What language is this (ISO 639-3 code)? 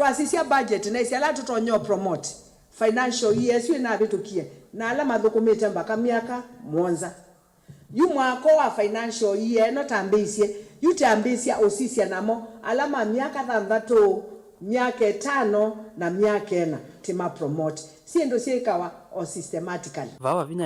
kam